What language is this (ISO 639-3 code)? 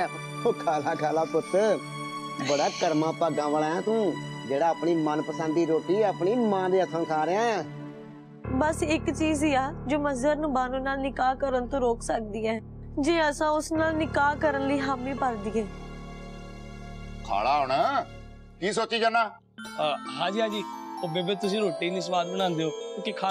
pan